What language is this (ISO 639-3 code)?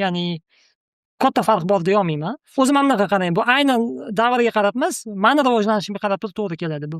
uzb